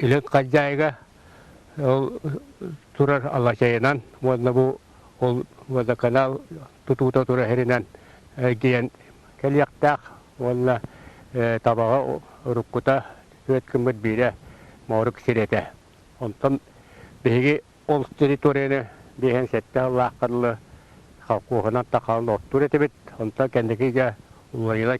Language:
Yakut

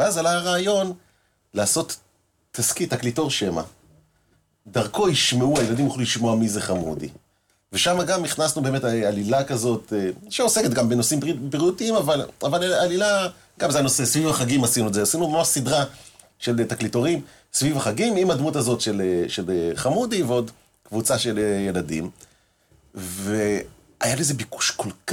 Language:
Hebrew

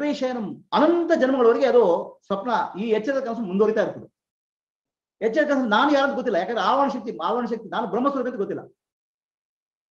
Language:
Kannada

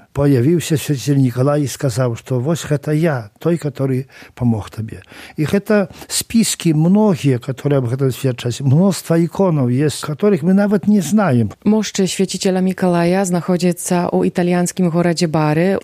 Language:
Belarusian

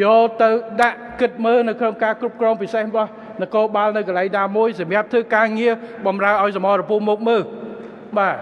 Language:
Khmer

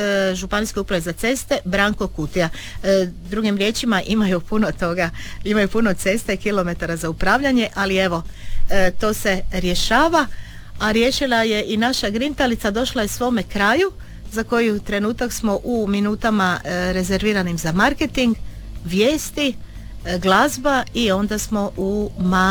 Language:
Croatian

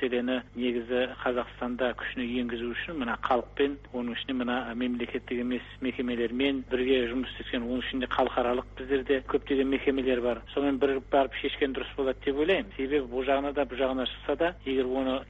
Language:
Kazakh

